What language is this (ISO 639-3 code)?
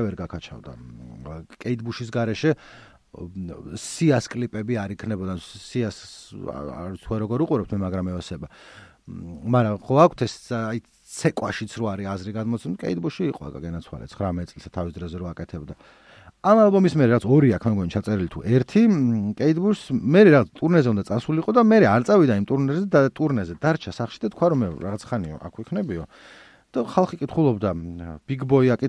kat